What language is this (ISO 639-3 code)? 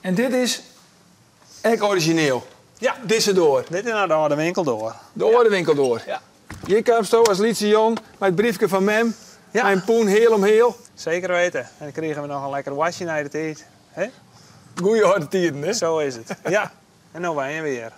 fry